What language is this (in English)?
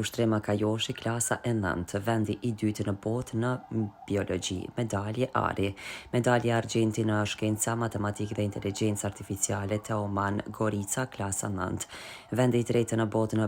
Albanian